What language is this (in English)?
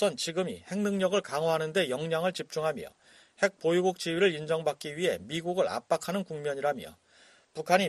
Korean